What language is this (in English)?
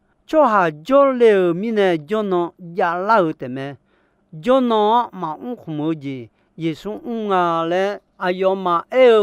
Akha